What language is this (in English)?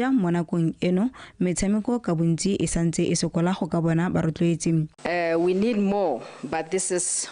Tswana